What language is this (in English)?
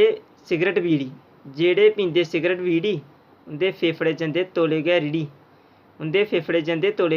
Dogri